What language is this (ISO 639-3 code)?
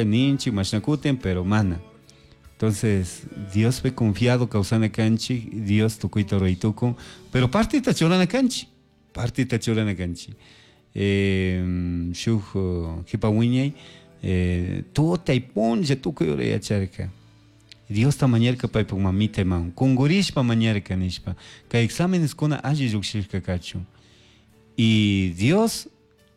qug